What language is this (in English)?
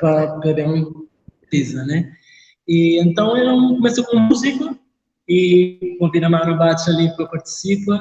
Kabuverdianu